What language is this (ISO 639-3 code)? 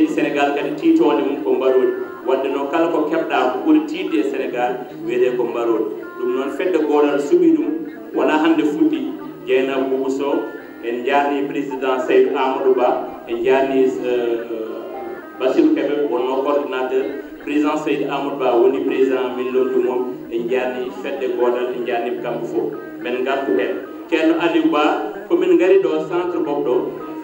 ful